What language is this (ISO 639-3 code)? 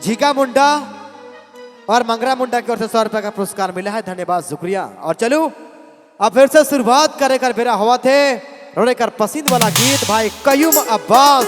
sck